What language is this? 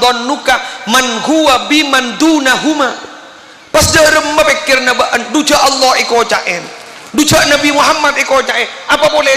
Madurese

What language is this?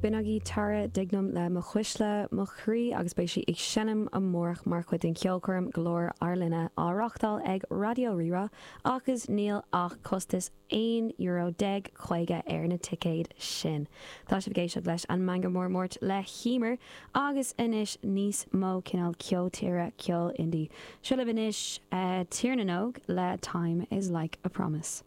Irish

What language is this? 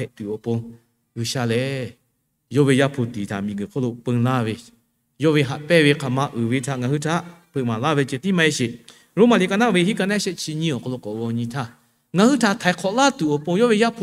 Lahu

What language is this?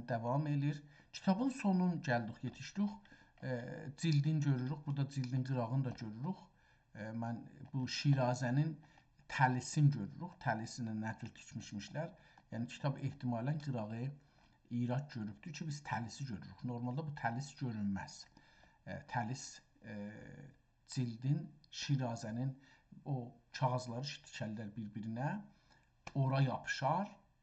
South Azerbaijani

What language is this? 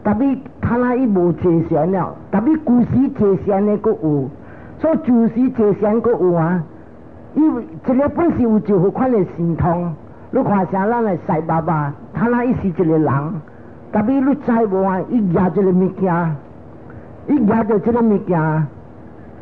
Min Nan Chinese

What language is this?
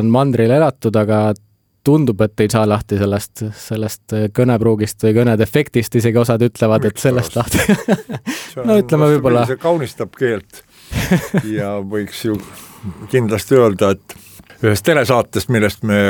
Estonian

